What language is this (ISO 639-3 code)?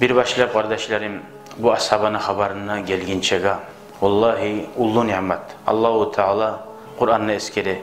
kum